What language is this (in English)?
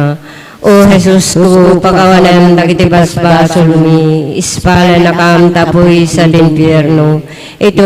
Iloko